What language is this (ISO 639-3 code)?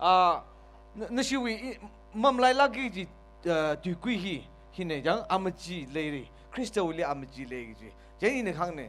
nmf